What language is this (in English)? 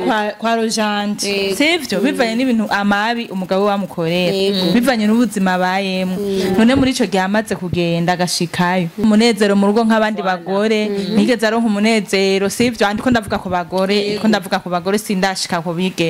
Rundi